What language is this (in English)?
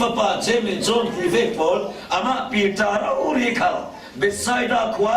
Falam Chin